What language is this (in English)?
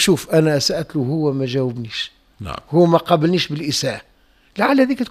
Tunisian Arabic